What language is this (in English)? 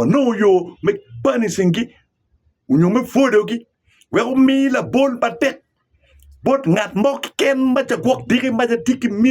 Acoli